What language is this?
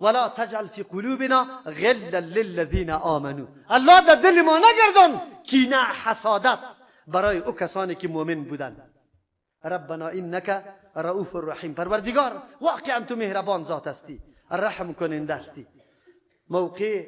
Persian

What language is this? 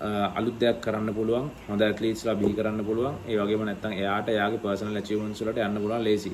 Sinhala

